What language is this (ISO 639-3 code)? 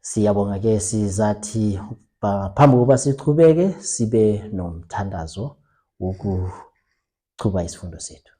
zul